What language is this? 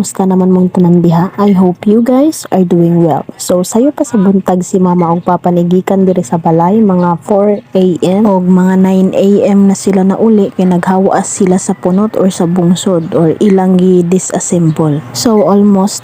Cebuano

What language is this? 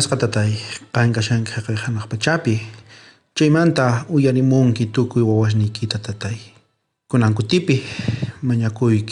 South Bolivian Quechua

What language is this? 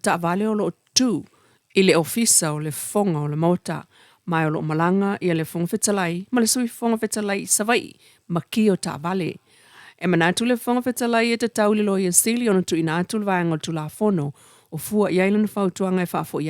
Samoan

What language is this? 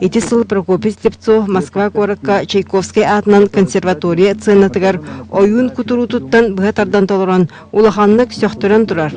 Yakut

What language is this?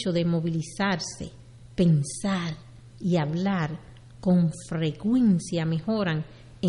Spanish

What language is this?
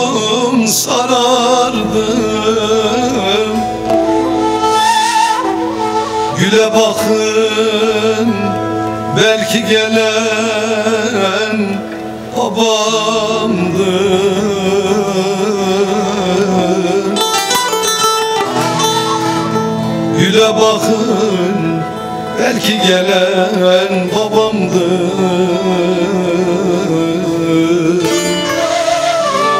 Turkish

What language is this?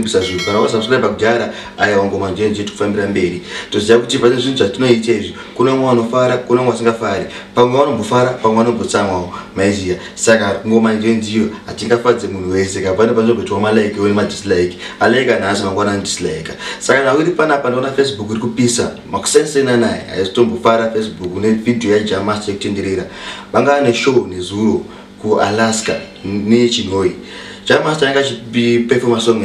Shona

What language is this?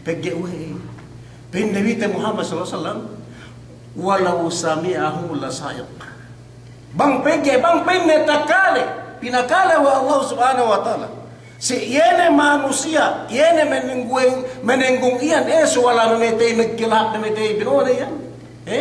Yakan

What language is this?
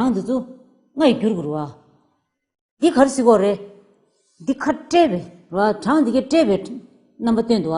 Tibetan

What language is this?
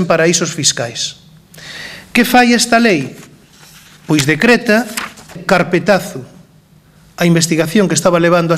Galician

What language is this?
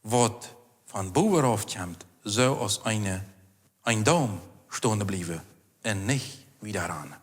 Plautdietsch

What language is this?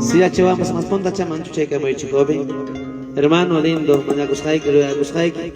Ayacucho Quechua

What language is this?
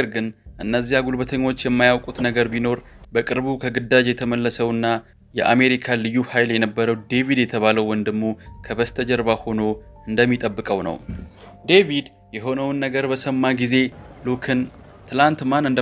Amharic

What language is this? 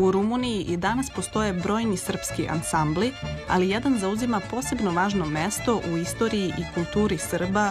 Serbian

